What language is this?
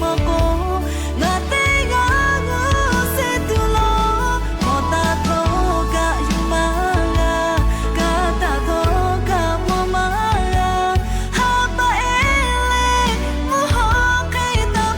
Lahu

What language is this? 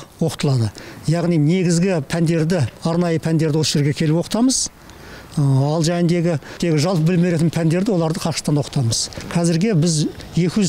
Kazakh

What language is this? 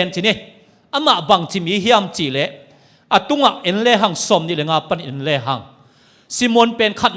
Tedim Chin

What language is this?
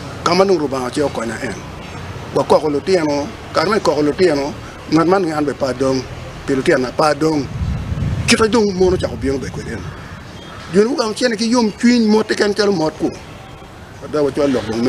Acoli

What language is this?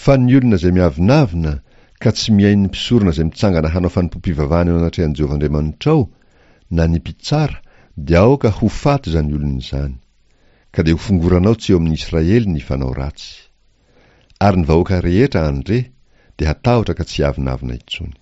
Malagasy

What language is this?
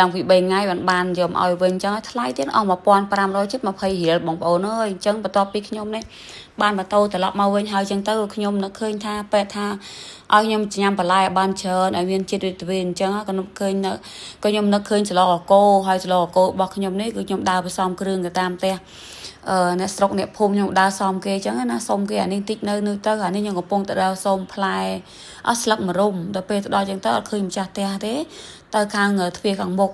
Khmer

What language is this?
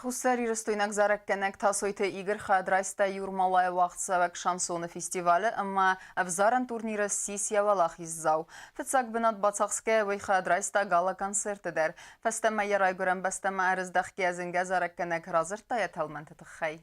Ossetic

